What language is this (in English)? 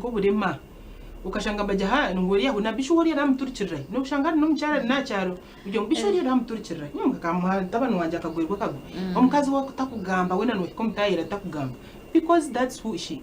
Nyankole